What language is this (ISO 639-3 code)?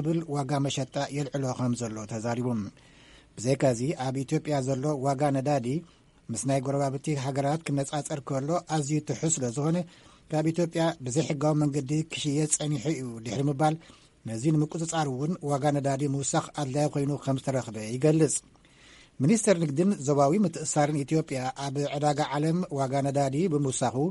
tir